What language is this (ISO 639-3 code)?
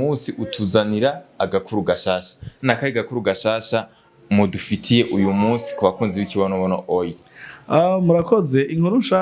run